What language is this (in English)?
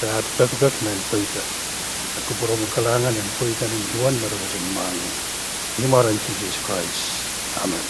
Pohnpeian